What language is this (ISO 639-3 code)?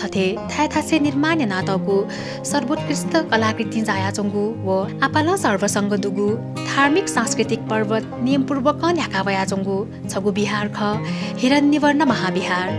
new